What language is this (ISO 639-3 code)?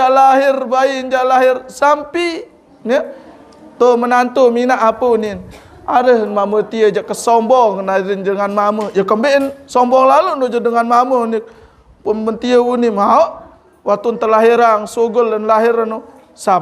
sas